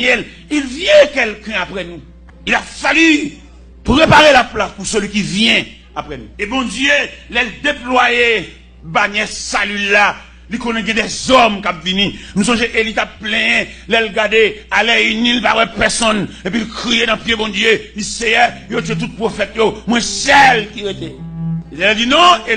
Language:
Haitian Creole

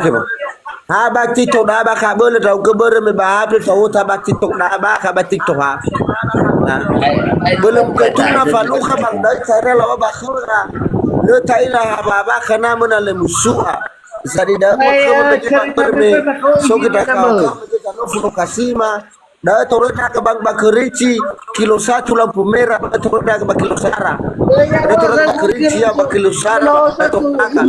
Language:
Nias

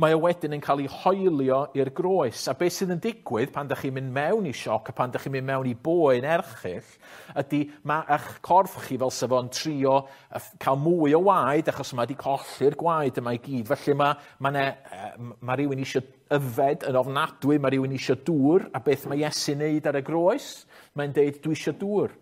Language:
Welsh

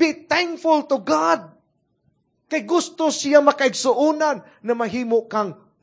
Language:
Cebuano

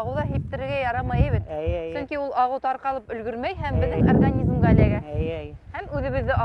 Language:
Bashkir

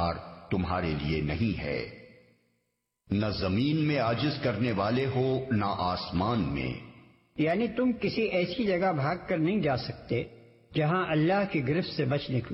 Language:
Urdu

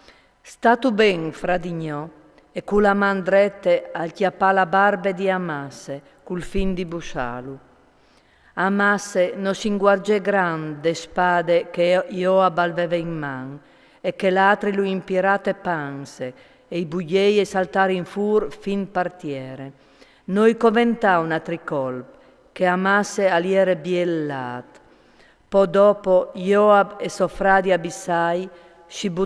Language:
Friulian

